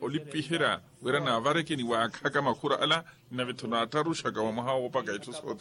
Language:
Makhuwa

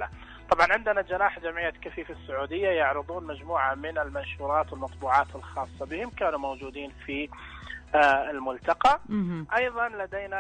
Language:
Najdi Arabic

